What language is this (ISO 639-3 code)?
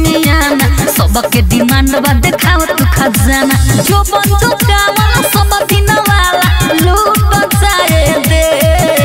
bho